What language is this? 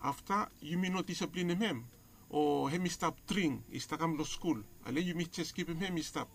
Bislama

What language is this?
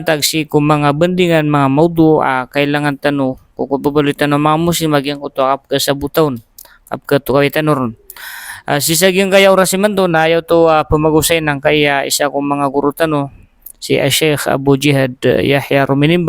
Maranao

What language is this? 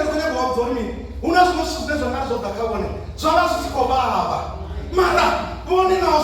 Venda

